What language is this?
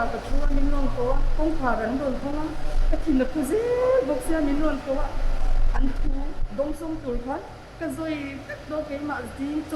Mizo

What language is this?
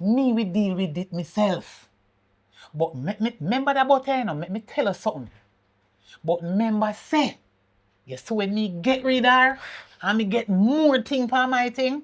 Jamaican Creole English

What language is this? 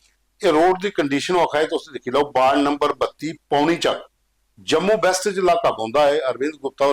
Dogri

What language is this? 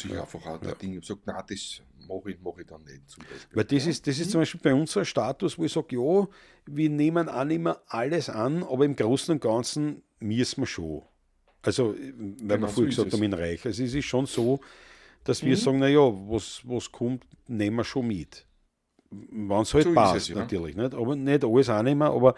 Bavarian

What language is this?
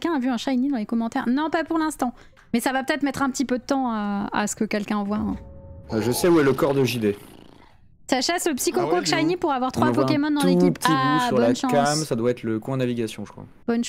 French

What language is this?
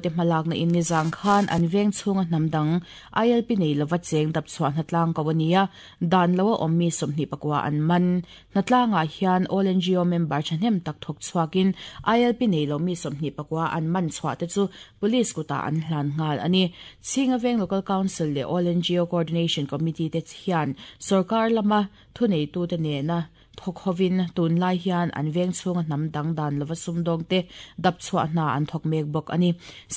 Mizo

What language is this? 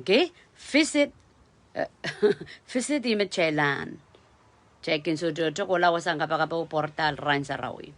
Pohnpeian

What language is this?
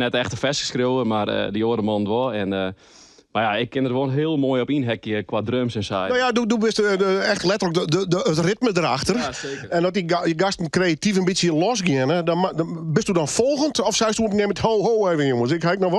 Western Frisian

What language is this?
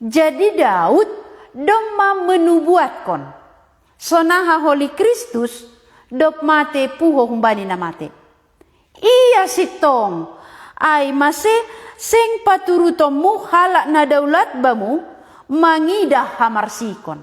Batak Simalungun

